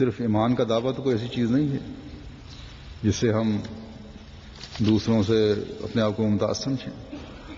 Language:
Urdu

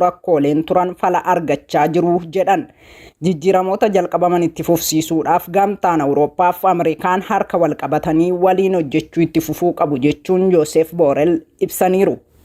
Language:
Oromo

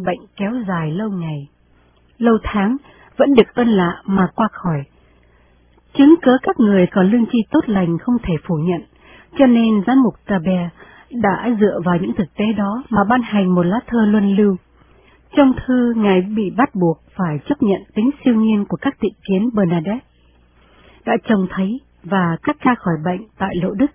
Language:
Vietnamese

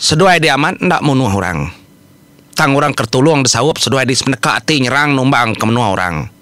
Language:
Iban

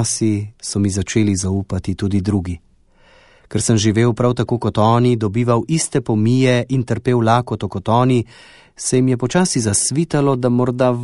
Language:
Slovenian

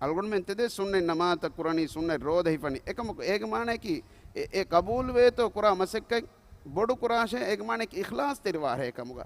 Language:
Divehi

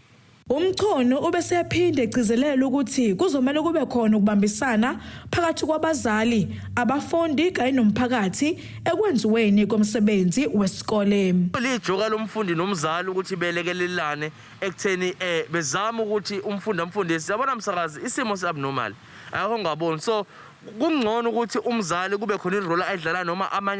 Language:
Zulu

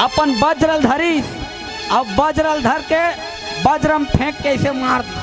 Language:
Chhattisgarhi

